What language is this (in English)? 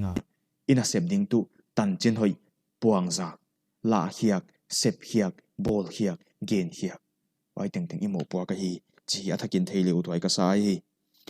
Paite Chin